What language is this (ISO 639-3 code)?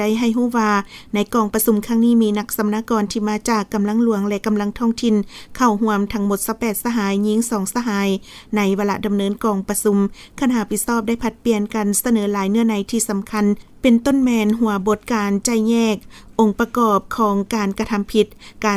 lao